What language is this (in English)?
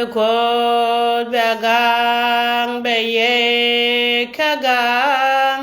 Nuer